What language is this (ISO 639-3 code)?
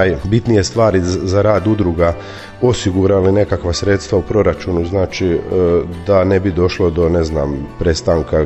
hrv